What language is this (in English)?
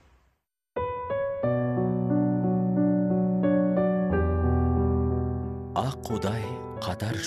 Kazakh